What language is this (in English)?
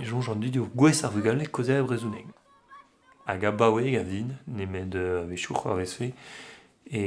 Breton